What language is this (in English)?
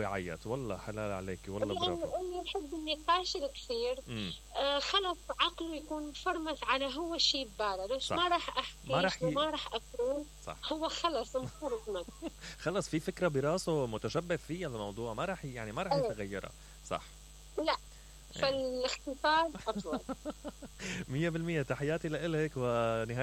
Mesopotamian Arabic